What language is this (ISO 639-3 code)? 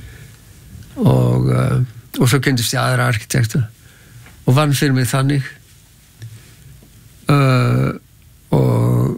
isl